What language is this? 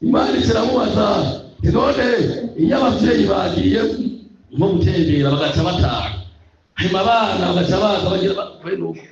Rundi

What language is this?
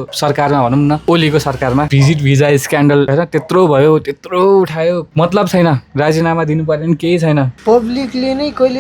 Nepali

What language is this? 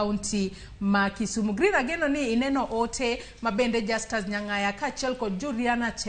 Luo (Kenya and Tanzania)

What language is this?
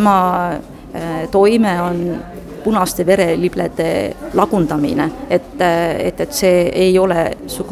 Estonian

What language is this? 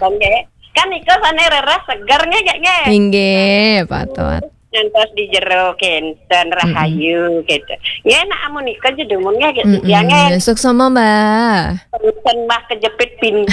Balinese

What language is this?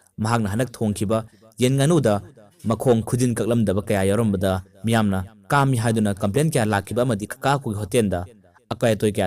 Manipuri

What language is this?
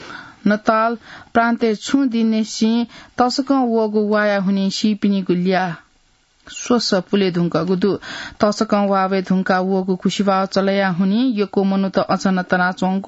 Newari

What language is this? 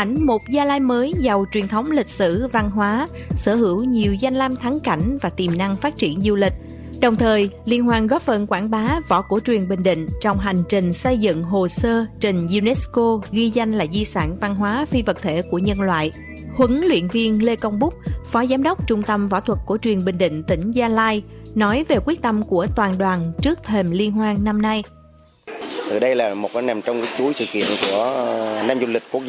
Vietnamese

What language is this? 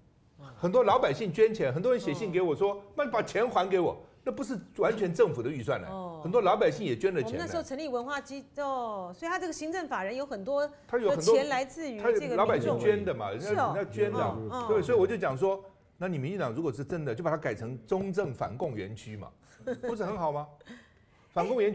Chinese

